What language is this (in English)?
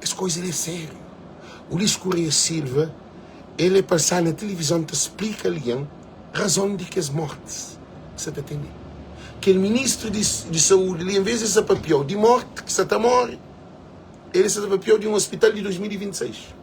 Kabuverdianu